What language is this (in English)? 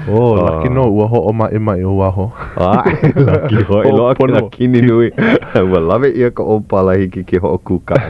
Hawaiian